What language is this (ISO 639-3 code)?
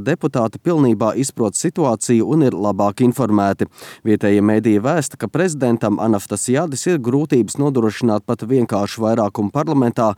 lav